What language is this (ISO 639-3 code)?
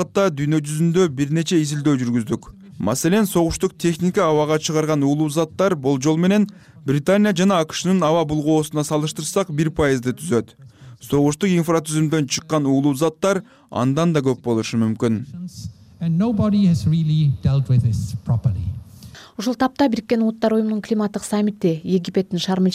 kir